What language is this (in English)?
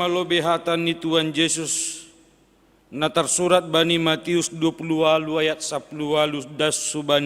Batak Simalungun